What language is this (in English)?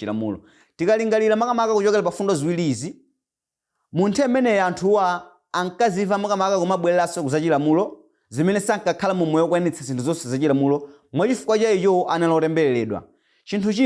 Nyanja